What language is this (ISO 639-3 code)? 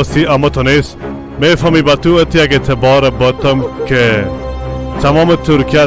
fas